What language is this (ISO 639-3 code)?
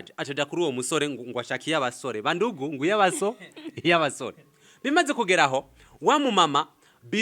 run